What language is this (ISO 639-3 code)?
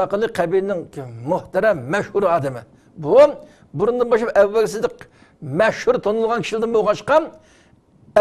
uig